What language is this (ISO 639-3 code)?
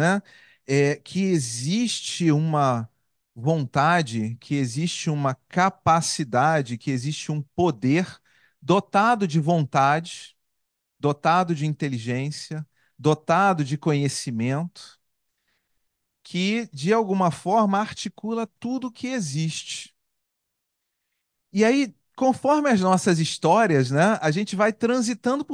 por